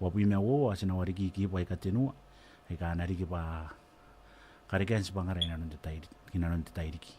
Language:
Gilbertese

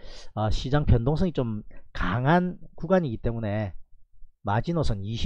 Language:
Korean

